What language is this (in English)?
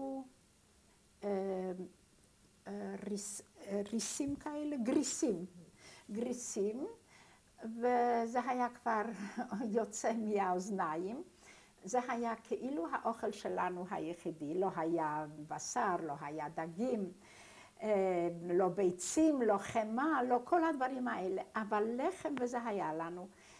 Hebrew